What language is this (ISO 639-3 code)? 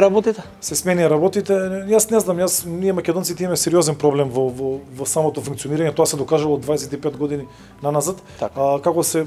mkd